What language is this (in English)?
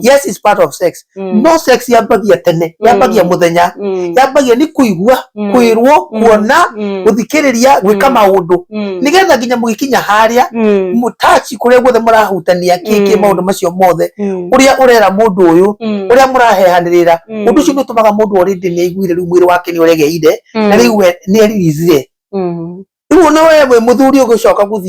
Kikuyu